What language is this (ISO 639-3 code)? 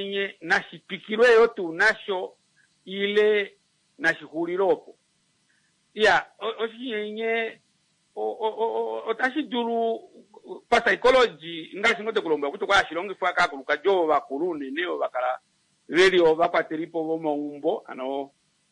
kua